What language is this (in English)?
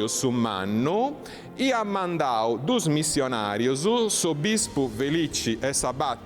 Sardinian